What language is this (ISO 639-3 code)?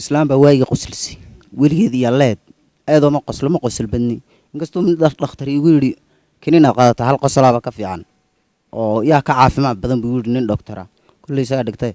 som